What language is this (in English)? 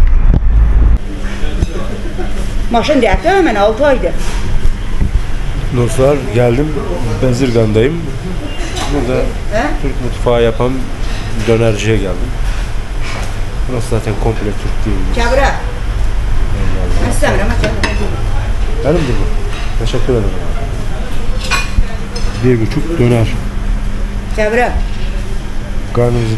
Turkish